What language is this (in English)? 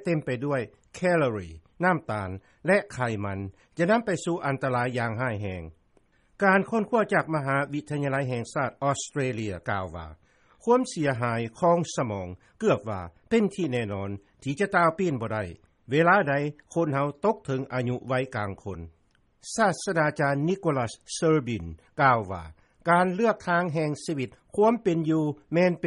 Lao